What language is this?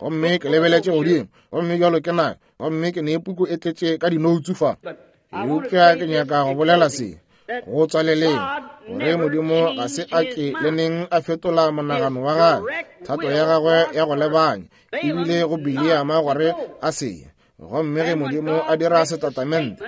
Northern Sotho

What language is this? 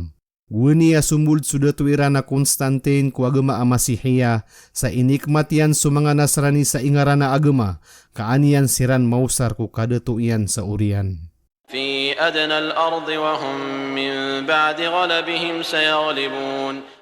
Maranao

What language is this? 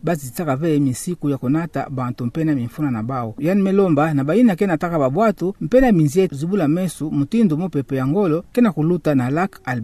Kituba (Democratic Republic of Congo)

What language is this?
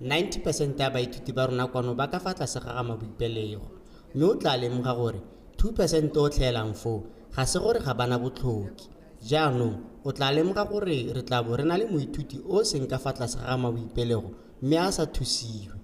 Tswana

